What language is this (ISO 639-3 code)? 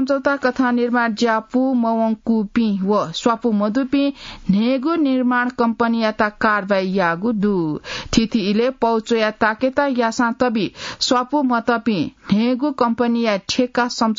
new